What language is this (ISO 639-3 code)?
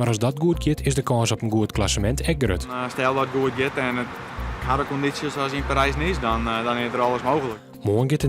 fry